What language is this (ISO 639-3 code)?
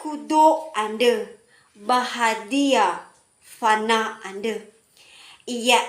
nia